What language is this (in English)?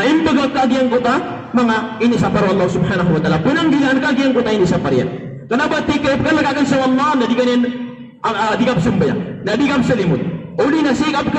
Maranao